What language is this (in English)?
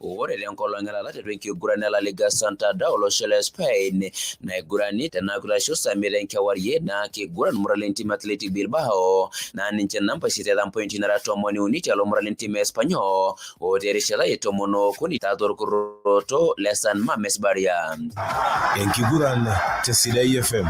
Masai